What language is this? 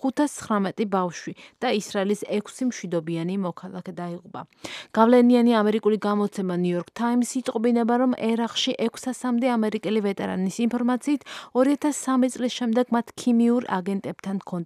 Georgian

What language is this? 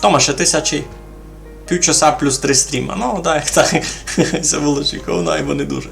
Rusyn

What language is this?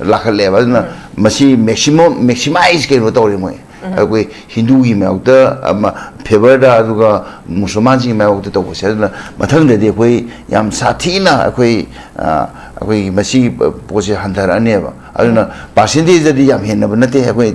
Manipuri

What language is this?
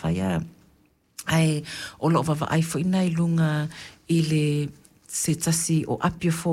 Samoan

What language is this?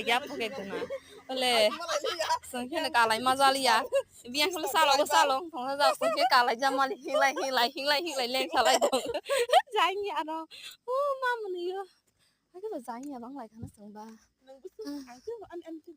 Kok Borok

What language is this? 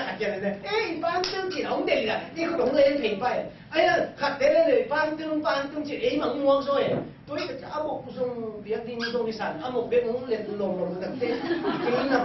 Tedim Chin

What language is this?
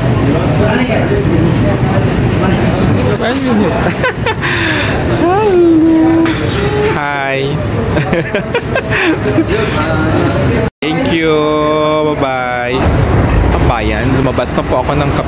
Filipino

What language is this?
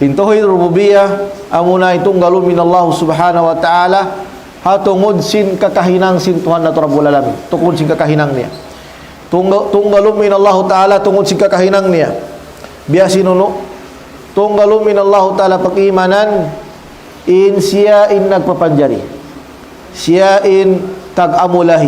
Tausug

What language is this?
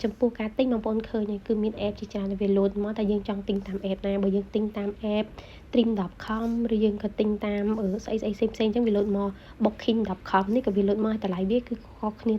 Khmer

